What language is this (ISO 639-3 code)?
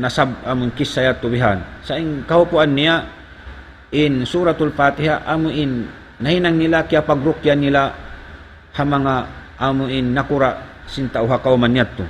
tsg